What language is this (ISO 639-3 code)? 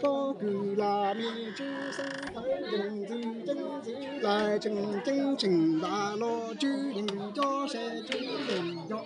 hmn